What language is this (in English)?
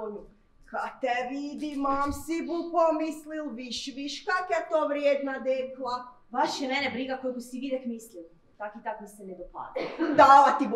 Croatian